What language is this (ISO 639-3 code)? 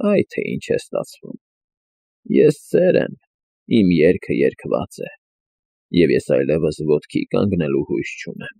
hye